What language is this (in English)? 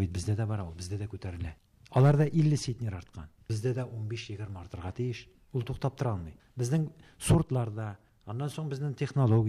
Tatar